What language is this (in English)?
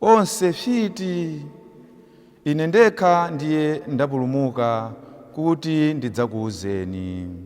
Nyanja